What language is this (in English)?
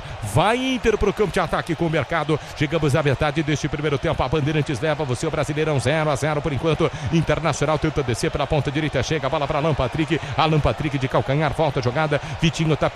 Portuguese